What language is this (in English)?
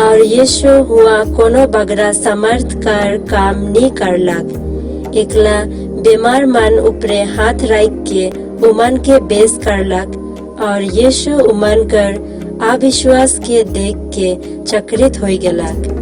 Sadri